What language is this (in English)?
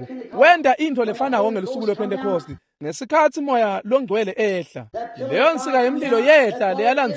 Swati